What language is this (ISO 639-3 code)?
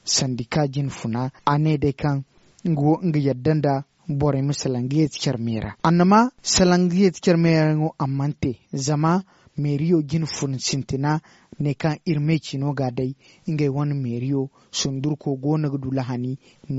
dje